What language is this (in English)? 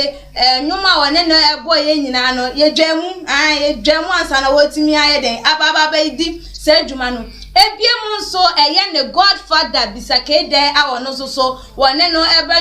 Akan